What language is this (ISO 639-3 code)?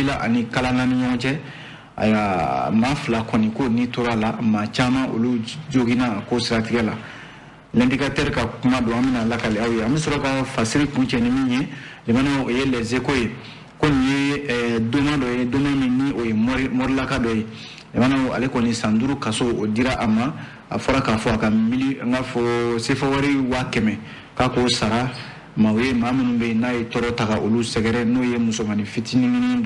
bam